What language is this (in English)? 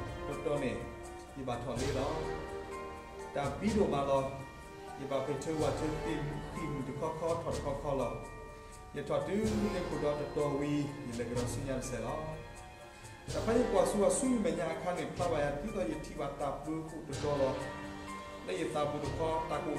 S'gaw Karen